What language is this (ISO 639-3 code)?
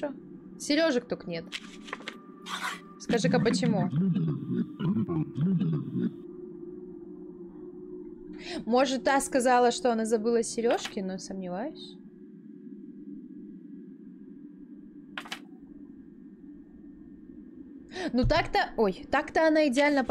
rus